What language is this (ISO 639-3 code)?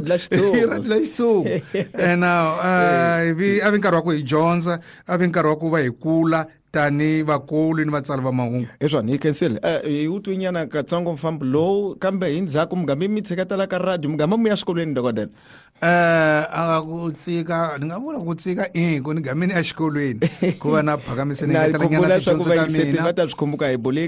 tso